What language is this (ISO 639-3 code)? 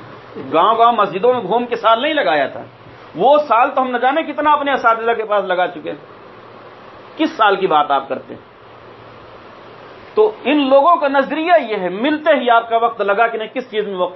urd